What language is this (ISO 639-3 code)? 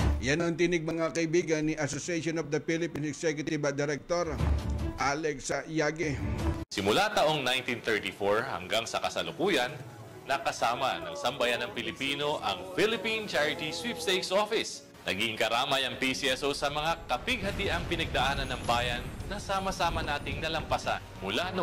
fil